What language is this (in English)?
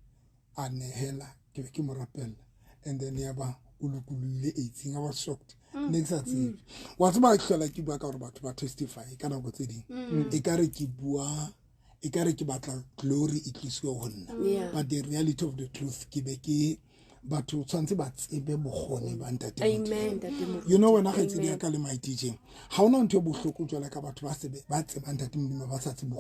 Southern Sotho